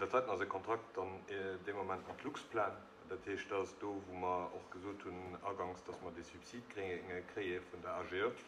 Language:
Luxembourgish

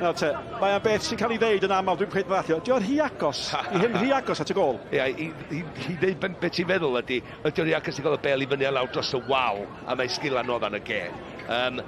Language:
Welsh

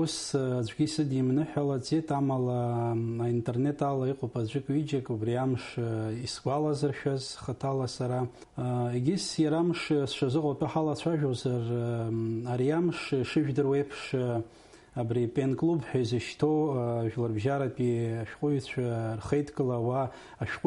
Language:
Abkhazian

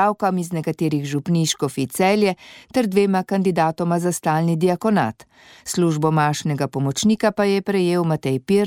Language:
Slovenian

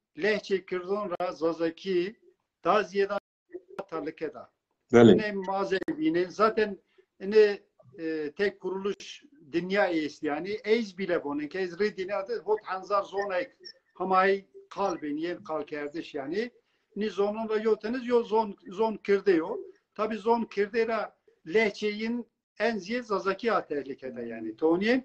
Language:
Zaza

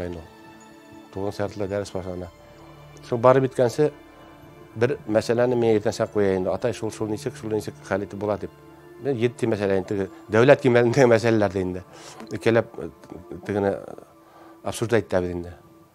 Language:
Bashkir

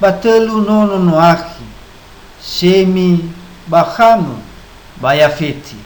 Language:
Nias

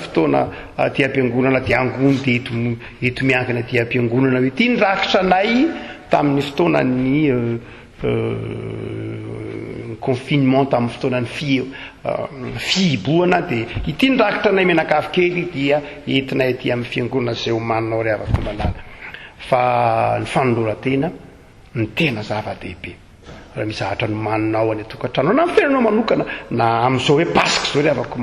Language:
Malagasy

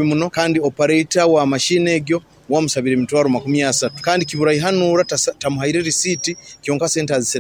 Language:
Nyoro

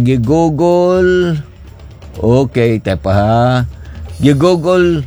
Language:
Cebuano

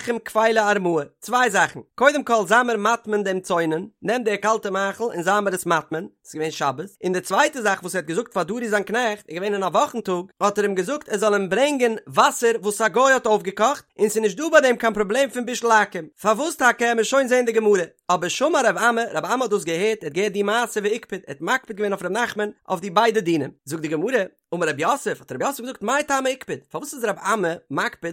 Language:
Yiddish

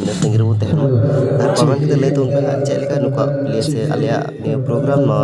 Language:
Santali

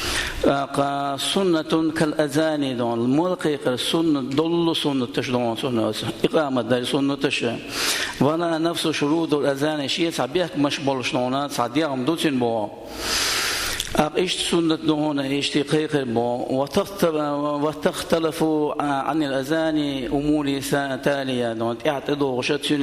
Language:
Chechen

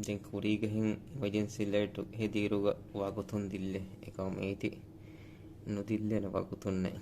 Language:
Divehi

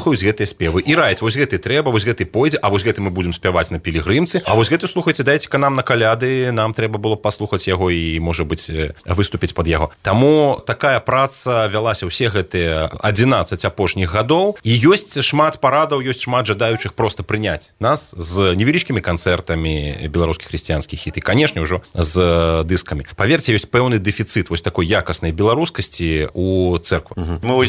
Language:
Belarusian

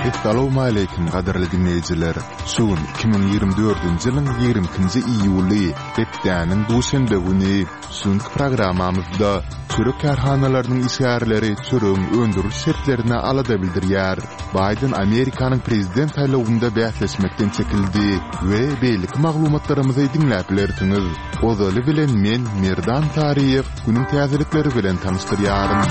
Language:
Turkmen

